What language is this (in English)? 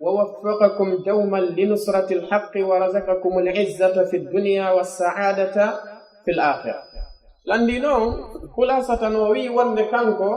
Pular